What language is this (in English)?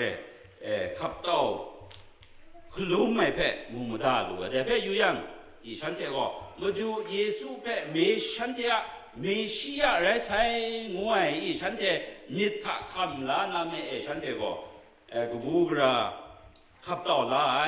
Kachin